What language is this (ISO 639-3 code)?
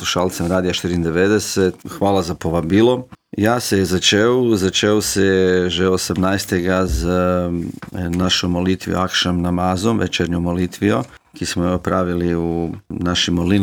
slv